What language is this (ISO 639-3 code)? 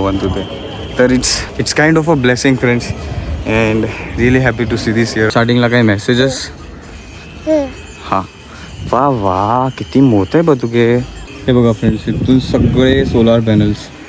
mar